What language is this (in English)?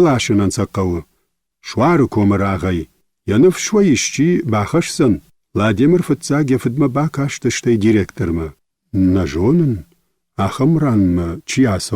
Ossetic